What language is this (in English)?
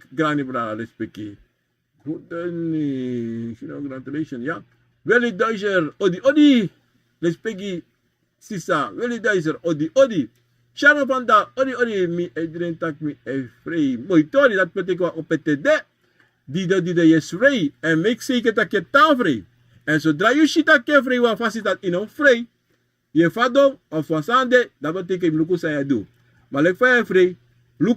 Sranan Tongo